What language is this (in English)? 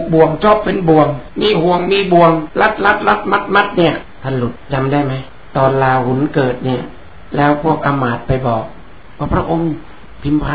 Thai